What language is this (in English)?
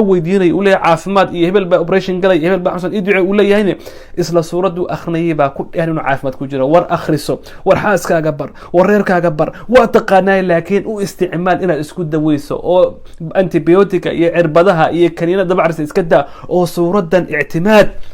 Somali